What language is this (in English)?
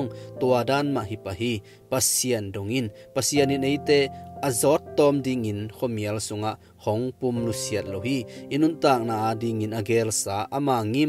Tedim Chin